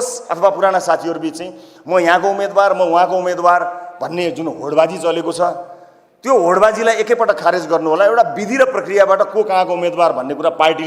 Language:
Nepali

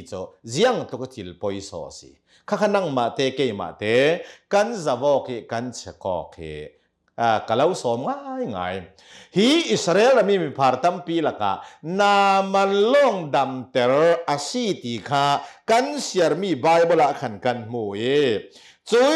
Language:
Hakha Chin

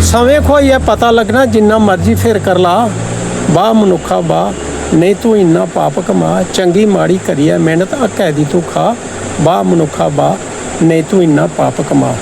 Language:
Dogri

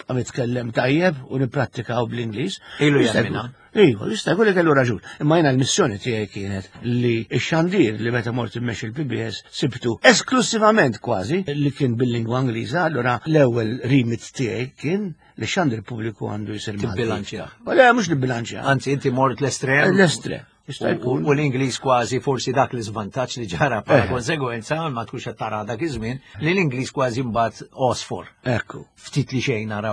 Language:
Maltese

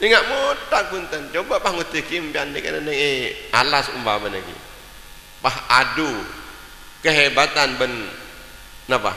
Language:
Madurese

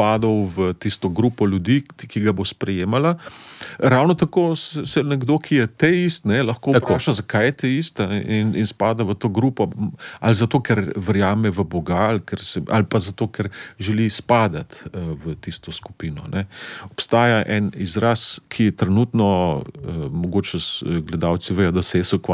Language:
Slovenian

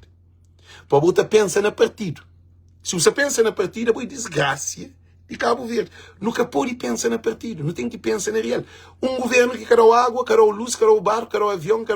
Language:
Kabuverdianu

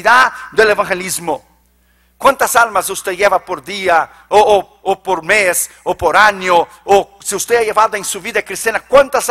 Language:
Spanish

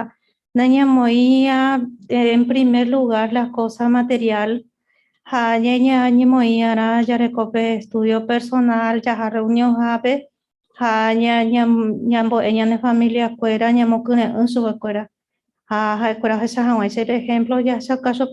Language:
Guarani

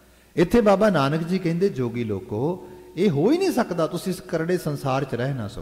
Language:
Punjabi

